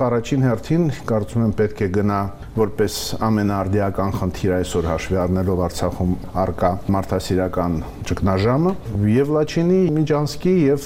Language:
Armenian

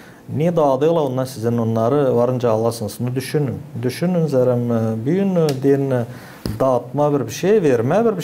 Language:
Gagauz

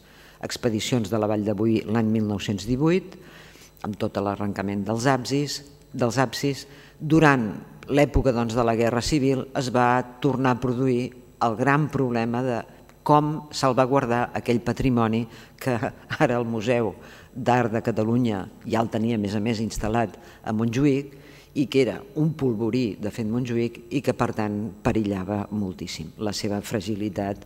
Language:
Catalan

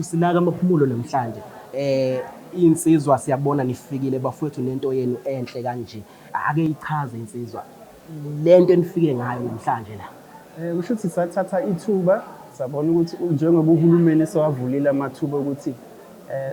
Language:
Zulu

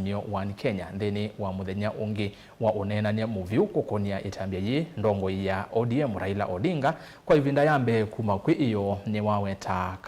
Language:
Kamba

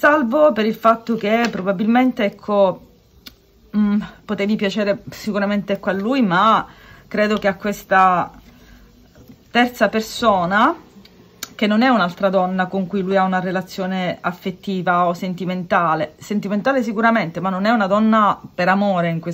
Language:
Italian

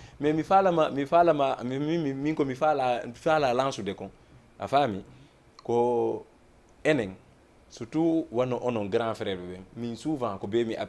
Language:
Fula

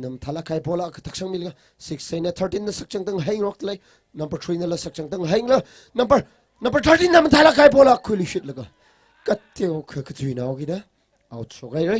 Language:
Tangkhul Naga (India)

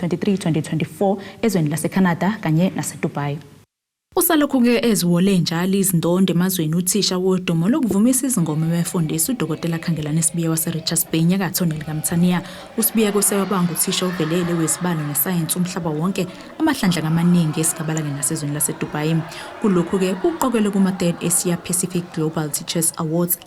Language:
Zulu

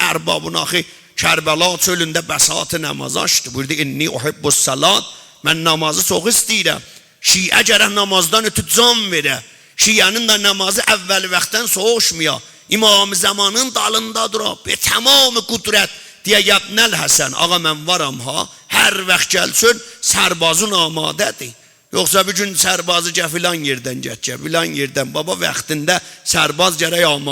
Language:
South Azerbaijani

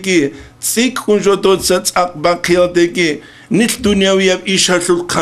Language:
Avaric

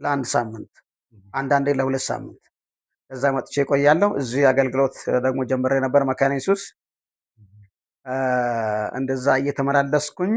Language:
Amharic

